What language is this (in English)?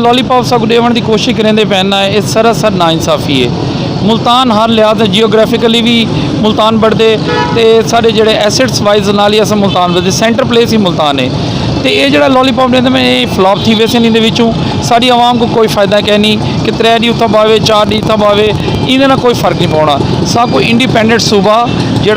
Saraiki